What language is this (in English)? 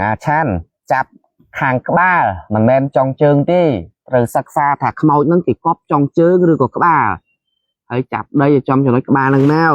Khmer